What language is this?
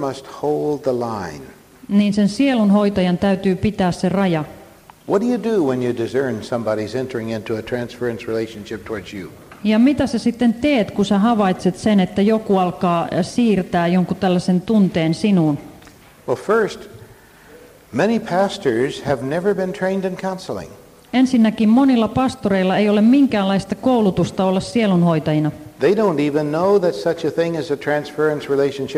Finnish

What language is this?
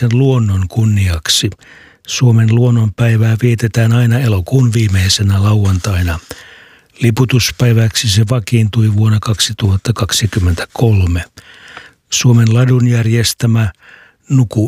Finnish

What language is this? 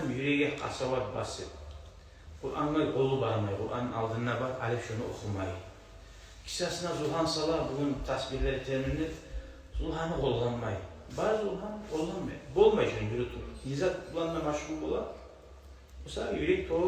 Kumyk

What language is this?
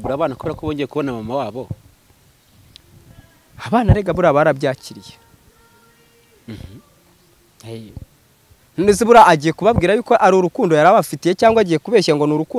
Kinyarwanda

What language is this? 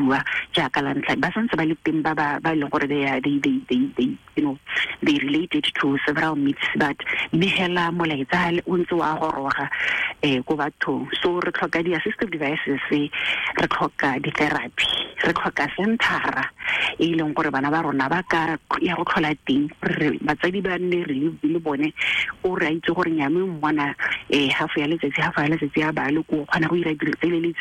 Tswana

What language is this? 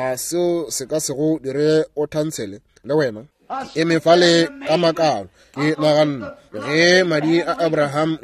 Northern Sotho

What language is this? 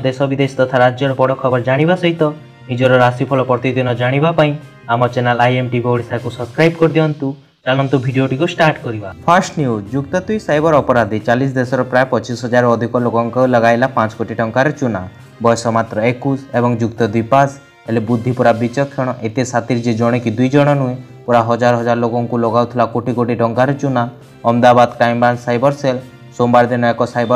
Odia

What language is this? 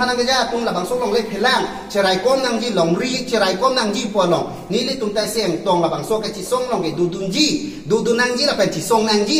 Karbi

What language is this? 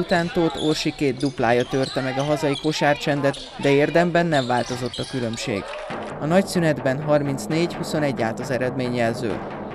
Hungarian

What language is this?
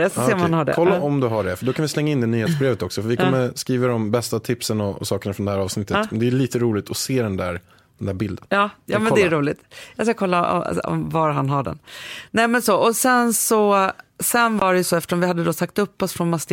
Swedish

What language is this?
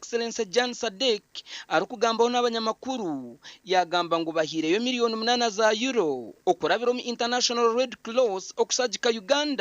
Nyankole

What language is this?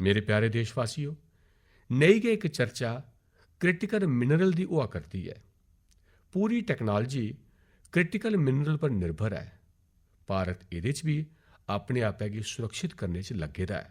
Dogri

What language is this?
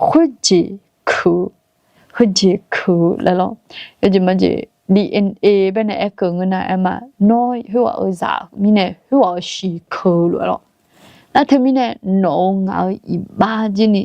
Akha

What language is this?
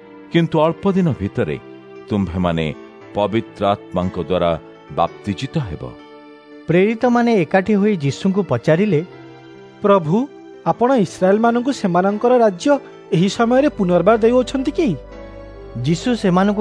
Odia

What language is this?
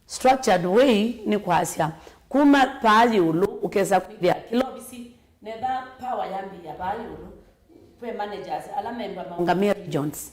Kamba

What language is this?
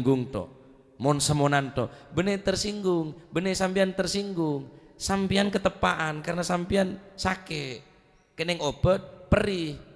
Madurese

